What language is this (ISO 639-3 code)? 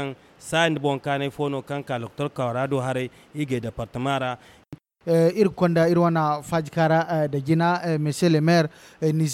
dje